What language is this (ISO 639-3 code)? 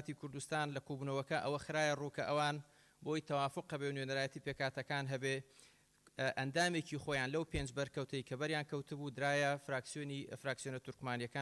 ckb